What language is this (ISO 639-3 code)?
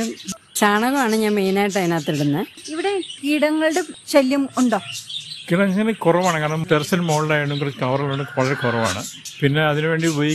mal